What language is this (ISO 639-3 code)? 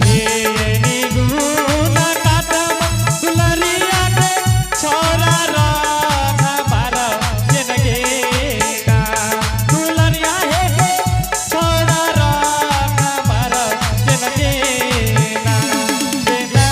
anp